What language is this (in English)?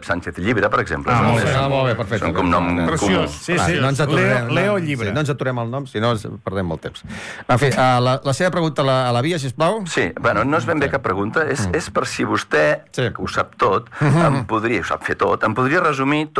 Catalan